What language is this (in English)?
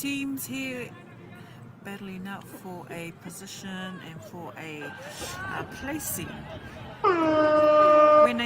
Māori